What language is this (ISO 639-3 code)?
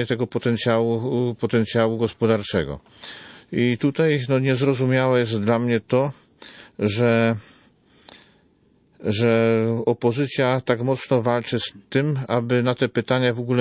pol